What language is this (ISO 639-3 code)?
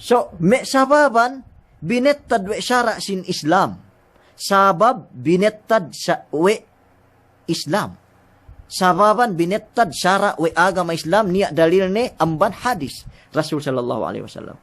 yka